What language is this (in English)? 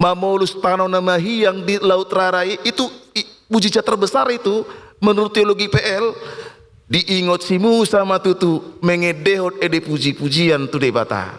Batak Toba